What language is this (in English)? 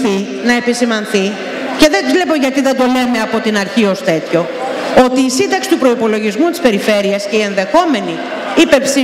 Greek